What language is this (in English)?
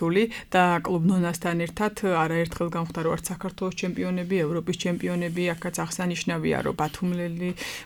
Georgian